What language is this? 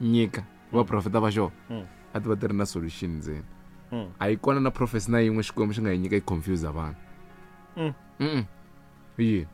Tsonga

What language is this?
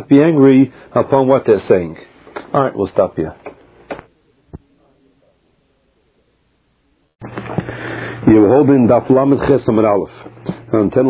English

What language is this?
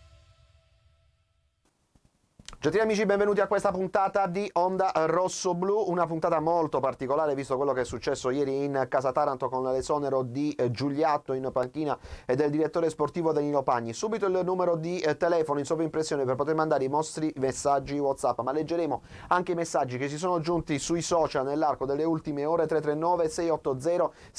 Italian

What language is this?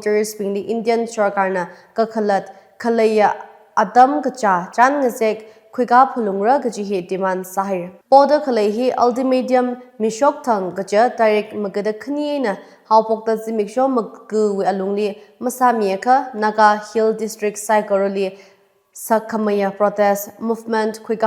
Tangkhul Naga (India)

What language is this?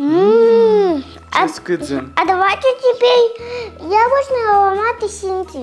Udmurt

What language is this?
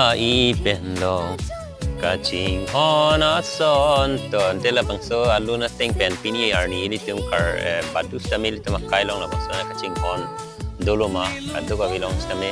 Karbi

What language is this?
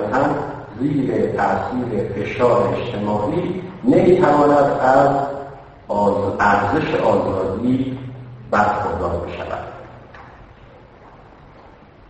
Persian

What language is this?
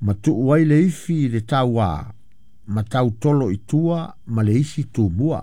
Samoan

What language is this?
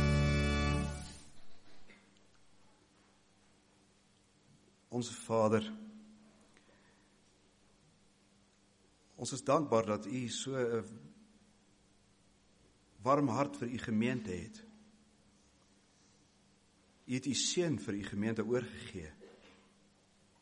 Afrikaans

